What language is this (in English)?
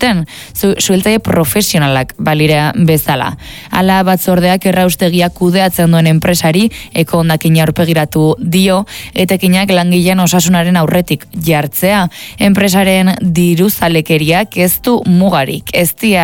Basque